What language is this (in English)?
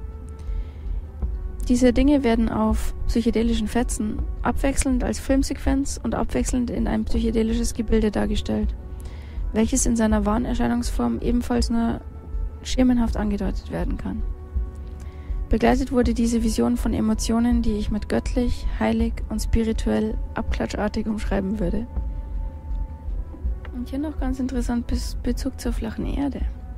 German